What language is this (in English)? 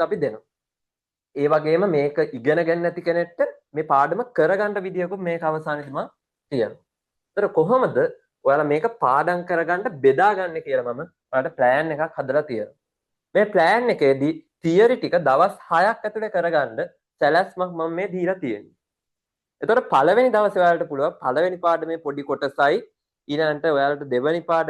Sinhala